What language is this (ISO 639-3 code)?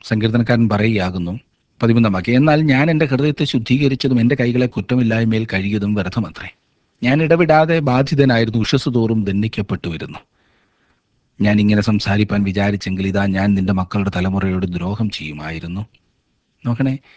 mal